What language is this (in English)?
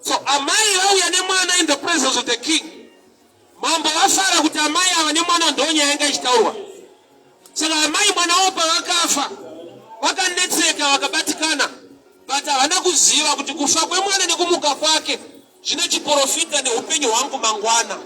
Shona